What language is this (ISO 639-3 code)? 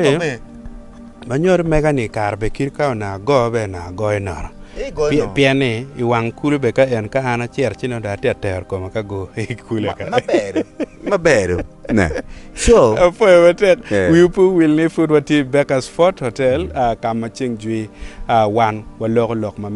ach